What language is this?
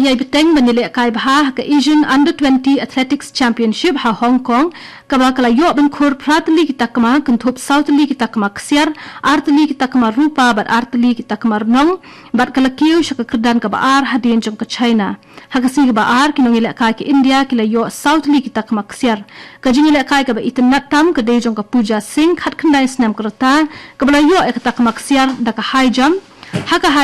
Khasi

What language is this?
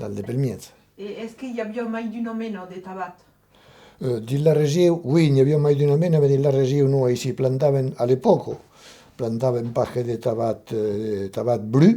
Occitan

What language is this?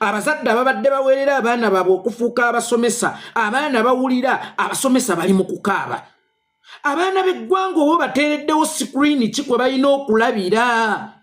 Ganda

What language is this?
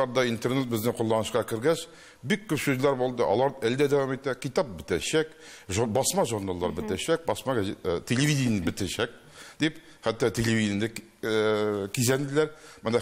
Tatar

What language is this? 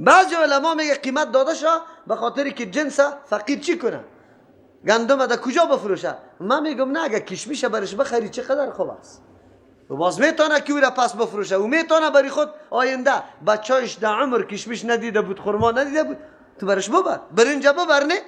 Persian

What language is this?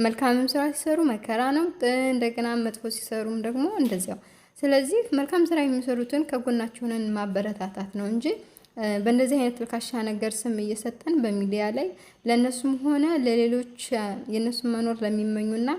Amharic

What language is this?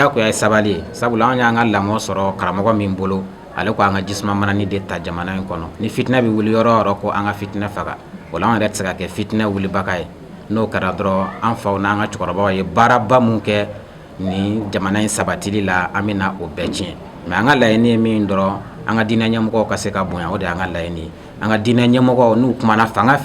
Bambara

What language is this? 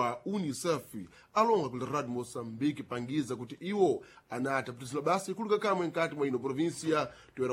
Sena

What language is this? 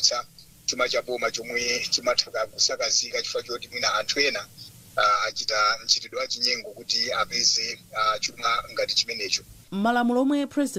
Nyanja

